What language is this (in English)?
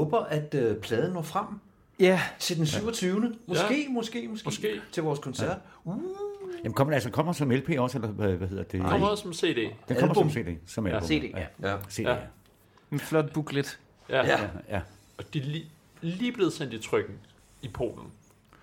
Danish